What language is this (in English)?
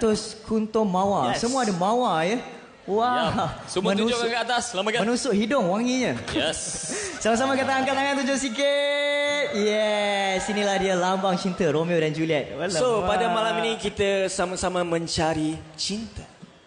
Malay